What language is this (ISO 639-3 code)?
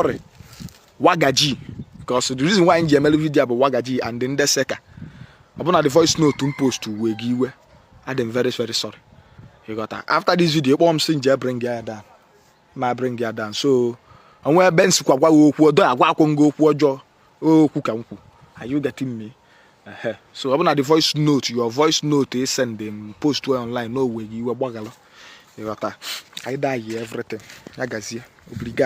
ibo